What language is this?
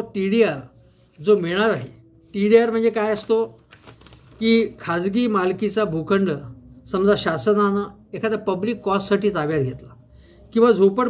Marathi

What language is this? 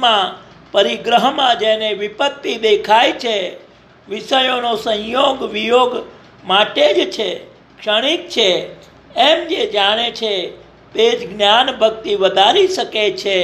Gujarati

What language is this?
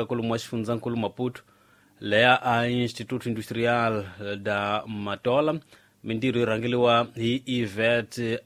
Tsonga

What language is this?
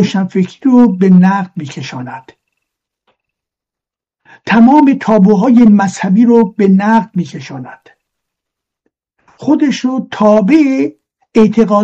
Persian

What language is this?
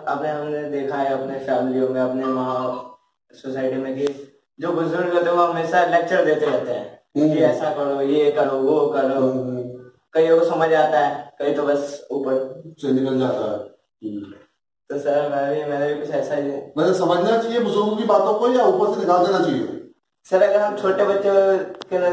Hindi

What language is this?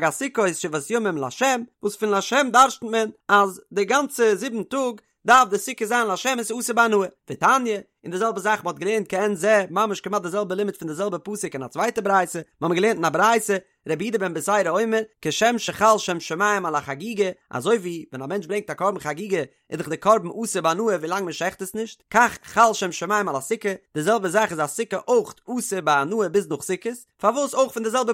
Yiddish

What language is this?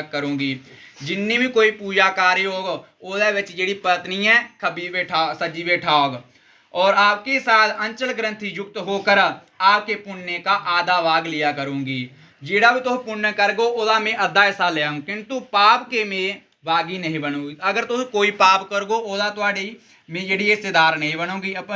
Dogri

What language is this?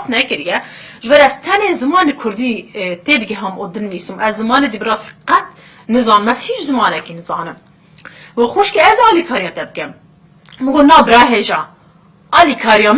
Kurdish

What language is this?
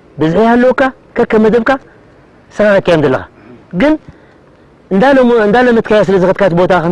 Tigrinya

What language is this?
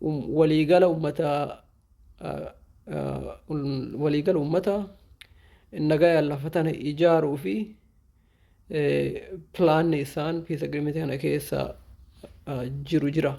Oromo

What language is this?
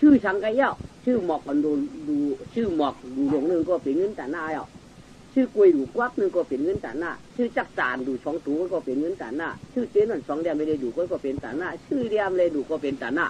Shan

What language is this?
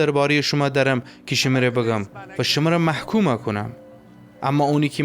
Gilaki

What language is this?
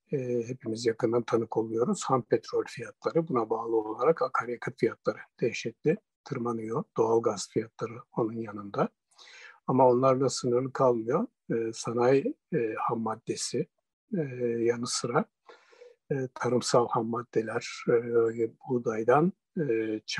Turkish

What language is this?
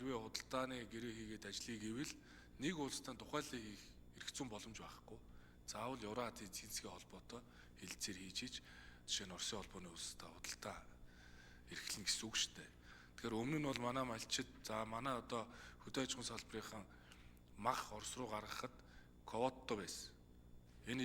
Mongolian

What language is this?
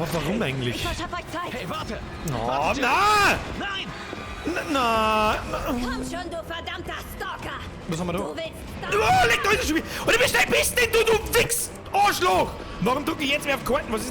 Bavarian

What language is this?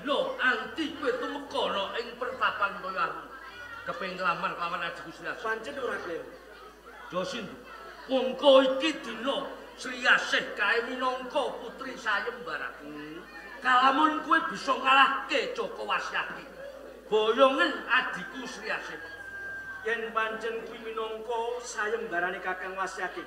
Javanese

